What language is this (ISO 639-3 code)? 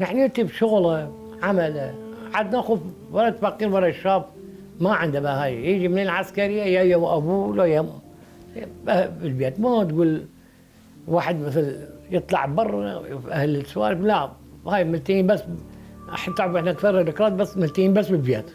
acm